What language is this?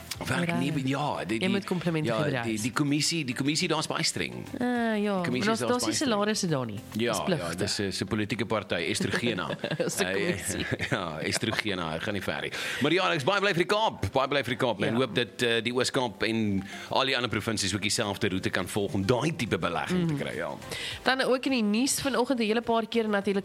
Afrikaans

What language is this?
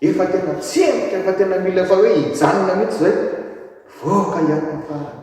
Malagasy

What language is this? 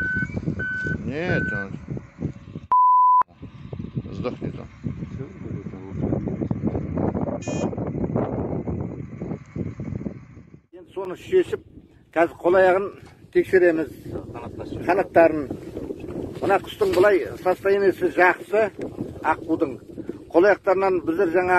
Kazakh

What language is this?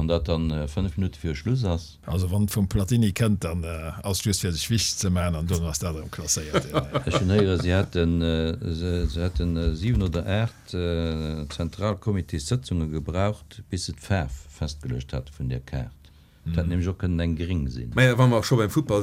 Luxembourgish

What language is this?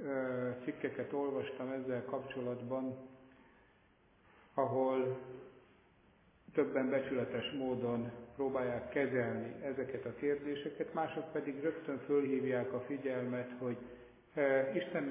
Hungarian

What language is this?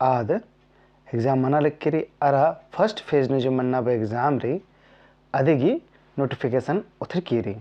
Kurukh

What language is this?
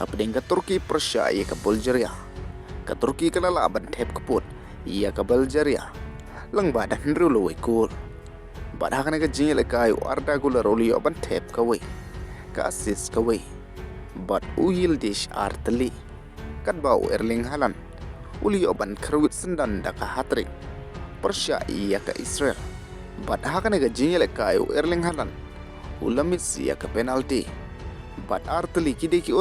Khasi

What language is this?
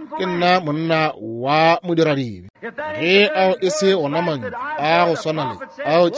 Northern Sotho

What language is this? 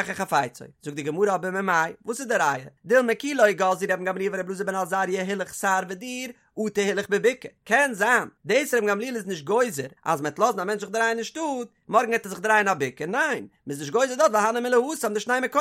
Yiddish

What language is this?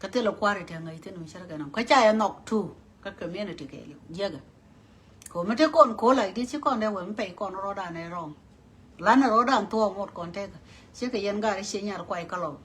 Nuer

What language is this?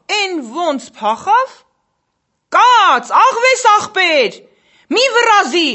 Armenian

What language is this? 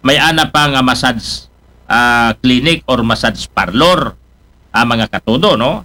Aklanon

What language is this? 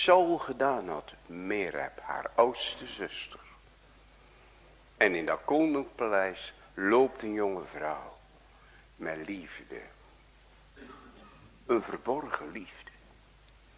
Dutch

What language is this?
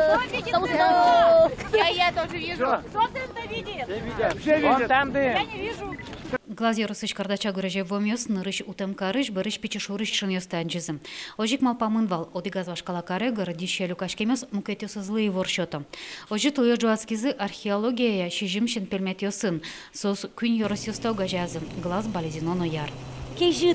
Udmurt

